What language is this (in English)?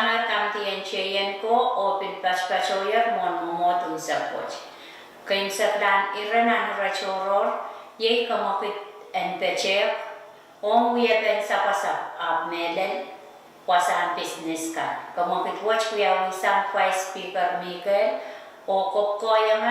Pohnpeian